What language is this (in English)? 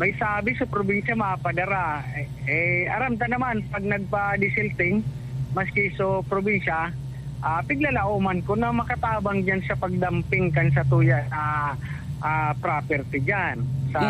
Bikol